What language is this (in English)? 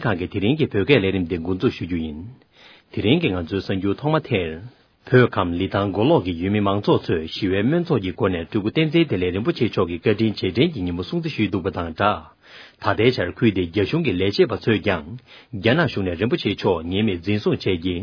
Tibetan